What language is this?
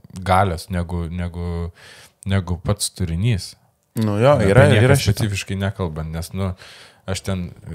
Lithuanian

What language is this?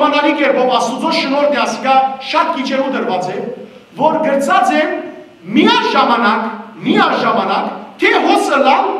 Western Armenian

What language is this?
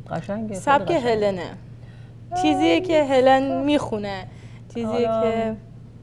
Persian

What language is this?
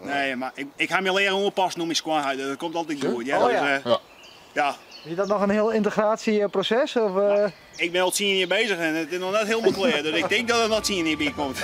Western Frisian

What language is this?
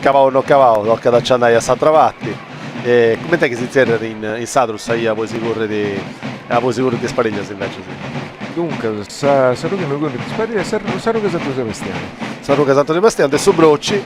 Sardinian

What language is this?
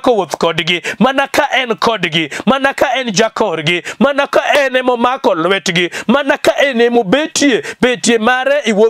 Luo (Kenya and Tanzania)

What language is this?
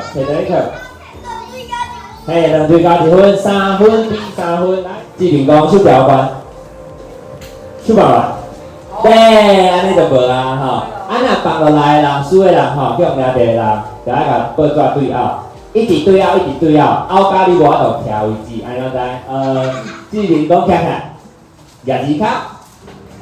Min Nan Chinese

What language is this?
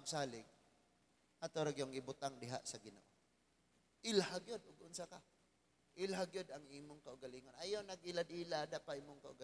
Cebuano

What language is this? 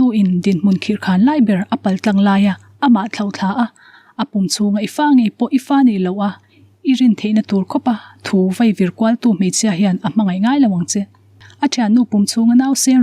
Mizo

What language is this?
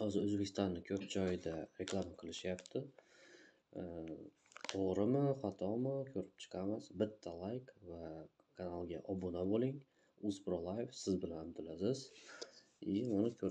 Uzbek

